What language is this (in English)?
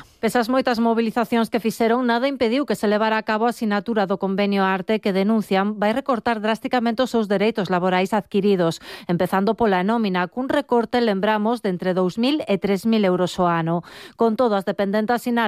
Galician